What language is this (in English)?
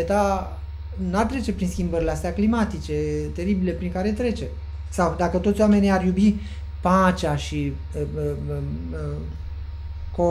Romanian